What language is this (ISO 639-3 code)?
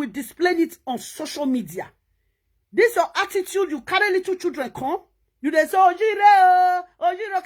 pcm